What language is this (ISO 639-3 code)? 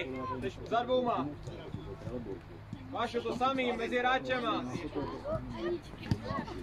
ces